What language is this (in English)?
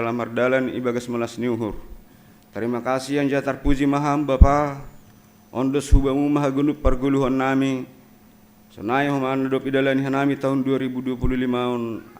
Batak Simalungun